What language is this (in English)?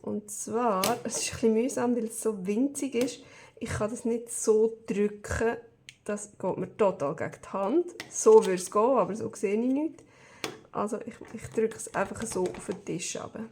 Swiss German